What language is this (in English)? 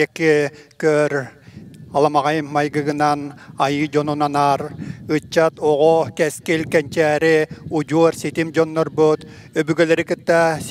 Yakut